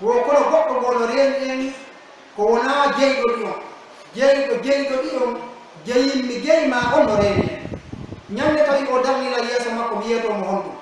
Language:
Pular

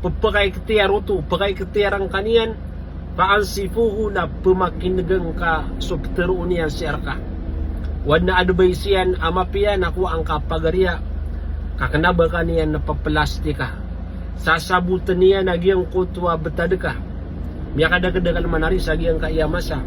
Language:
Maranao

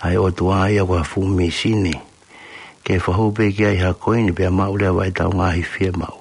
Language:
Tongan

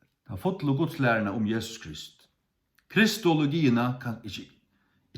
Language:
Faroese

